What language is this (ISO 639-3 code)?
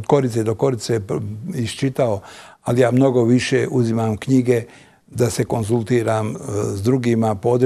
bos